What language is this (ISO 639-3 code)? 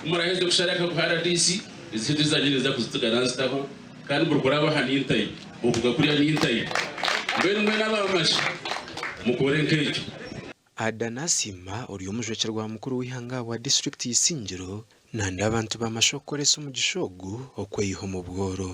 nyn